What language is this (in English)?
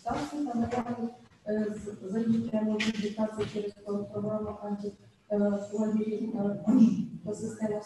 Ukrainian